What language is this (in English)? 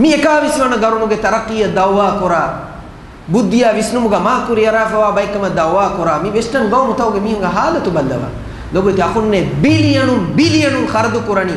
Divehi